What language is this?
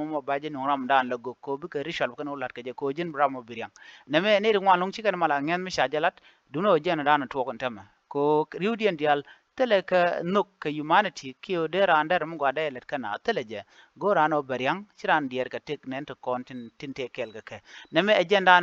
Nuer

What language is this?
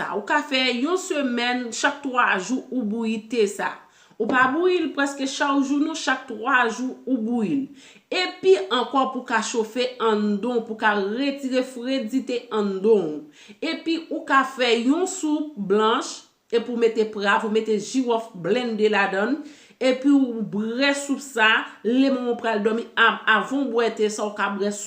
Haitian Creole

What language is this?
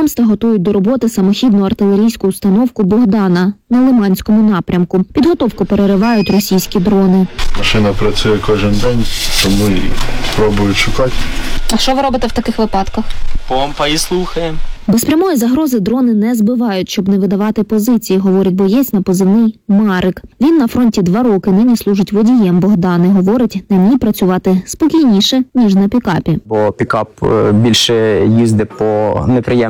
Ukrainian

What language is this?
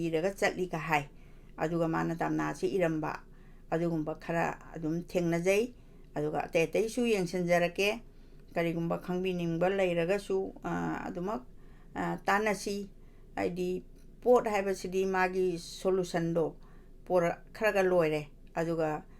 Manipuri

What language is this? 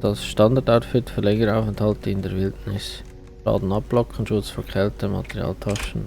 Swiss German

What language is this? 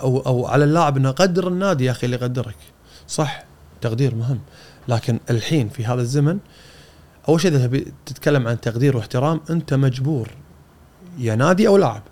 Gulf Arabic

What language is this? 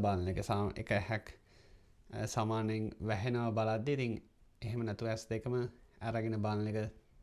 Sinhala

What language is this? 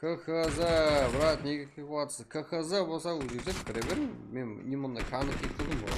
Kara-Kalpak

